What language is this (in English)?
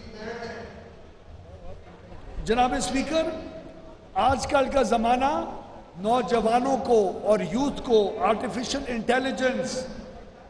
Urdu